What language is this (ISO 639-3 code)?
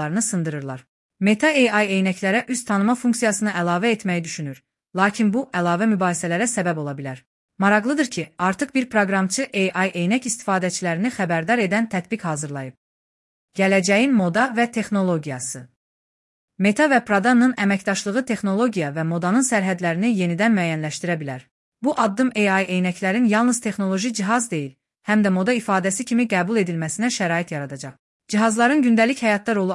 aze